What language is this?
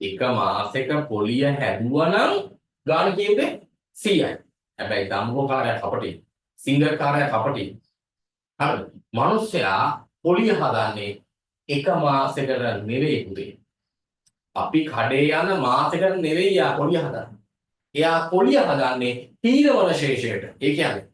Sinhala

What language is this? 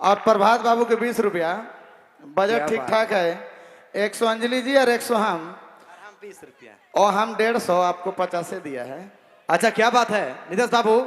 Sadri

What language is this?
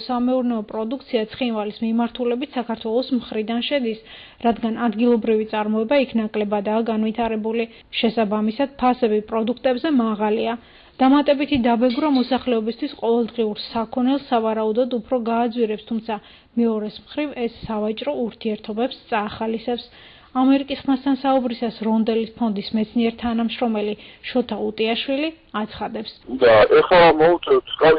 Georgian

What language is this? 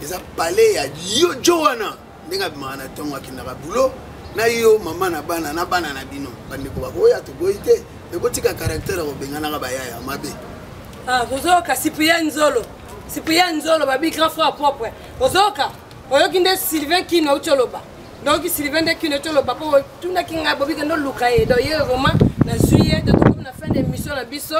Lingala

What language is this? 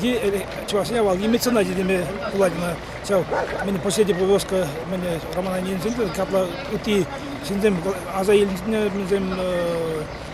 Chuvash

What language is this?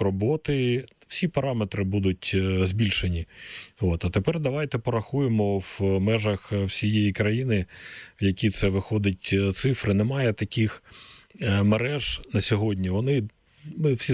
Ukrainian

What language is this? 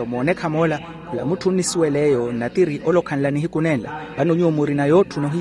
Makhuwa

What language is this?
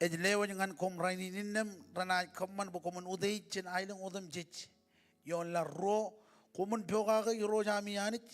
Marshallese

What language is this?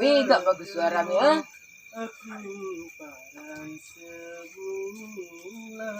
Sasak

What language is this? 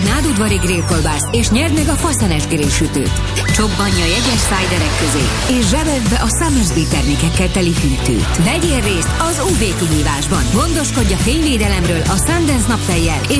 Hungarian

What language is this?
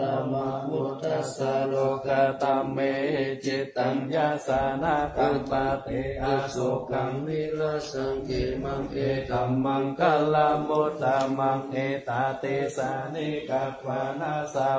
Pali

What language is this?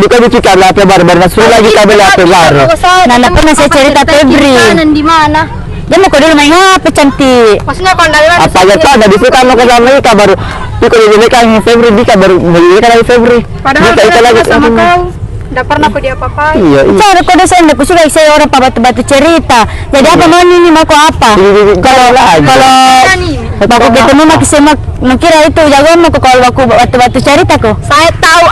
Makassar Malay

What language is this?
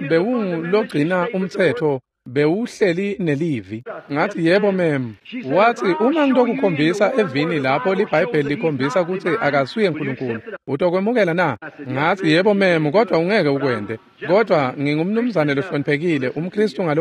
Swati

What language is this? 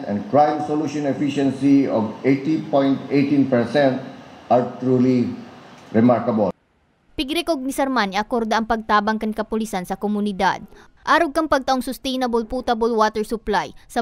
Bikol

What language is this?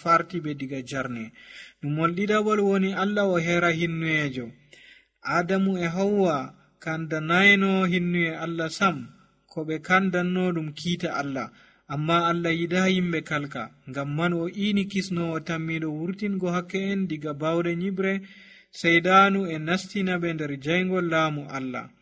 Nigerian Fulfulde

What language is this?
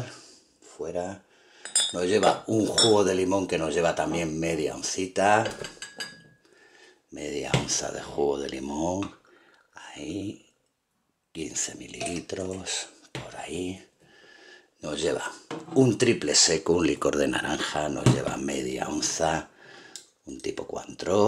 Spanish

